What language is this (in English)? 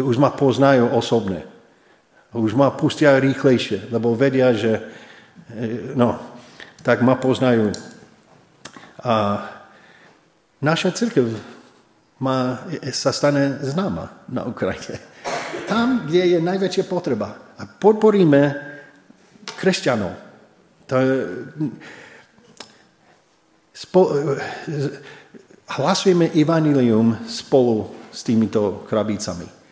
Slovak